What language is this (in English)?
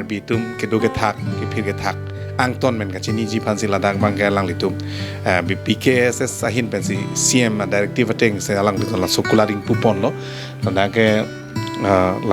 Karbi